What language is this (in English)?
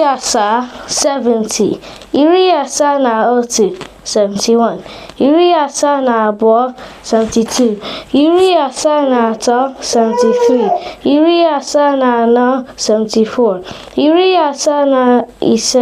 Igbo